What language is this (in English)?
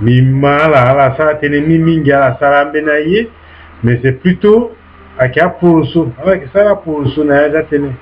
Sango